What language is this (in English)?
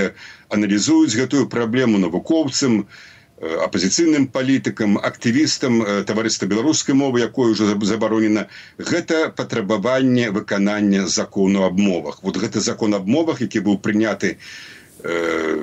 Belarusian